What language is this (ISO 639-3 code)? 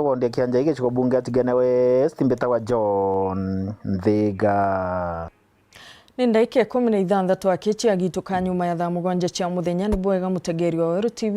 mer